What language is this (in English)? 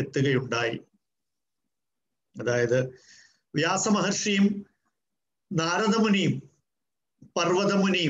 Malayalam